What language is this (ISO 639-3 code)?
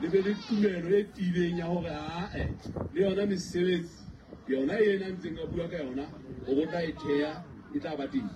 sot